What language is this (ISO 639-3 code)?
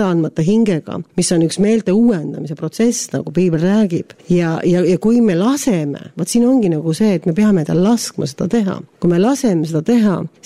est